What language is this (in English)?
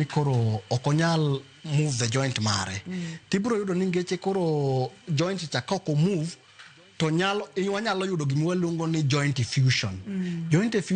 Luo (Kenya and Tanzania)